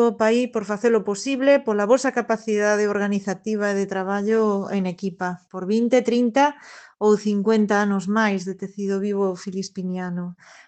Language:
Galician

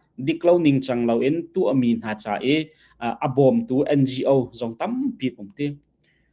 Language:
Hakha Chin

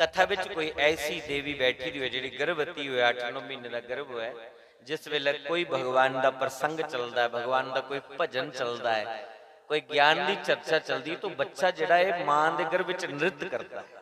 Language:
Dogri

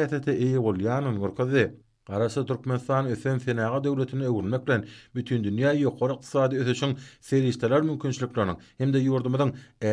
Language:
Turkmen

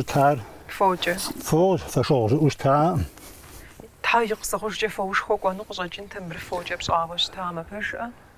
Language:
Kabardian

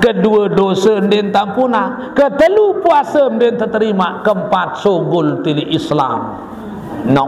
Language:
Sasak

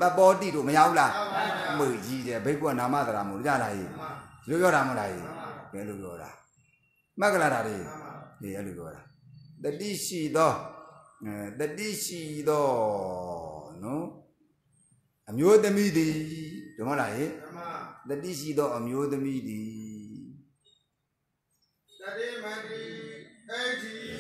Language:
Burmese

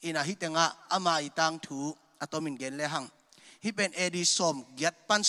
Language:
Tedim Chin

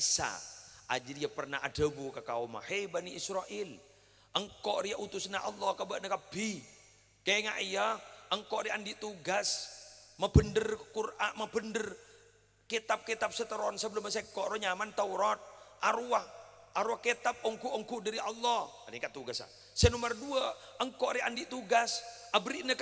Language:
Madurese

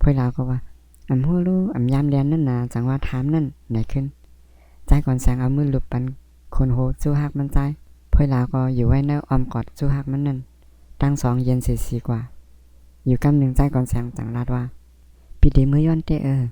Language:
Shan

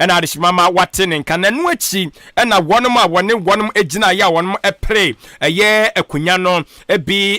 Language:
Akan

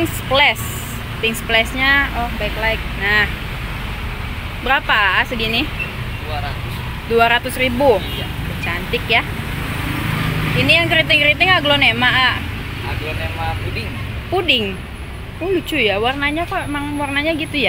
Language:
Indonesian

